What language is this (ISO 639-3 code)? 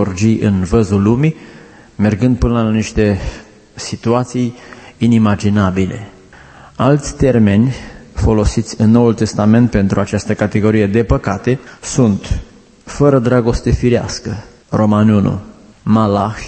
ron